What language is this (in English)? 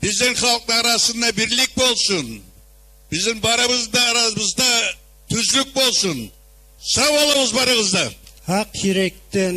Kumyk